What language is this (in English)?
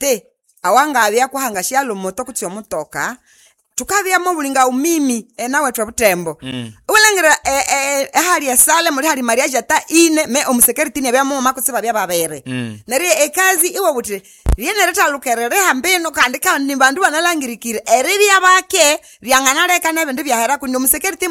Nande